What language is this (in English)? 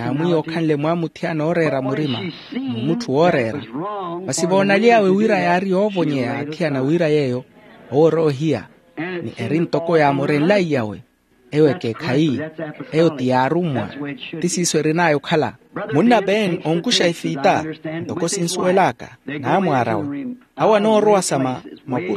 Makhuwa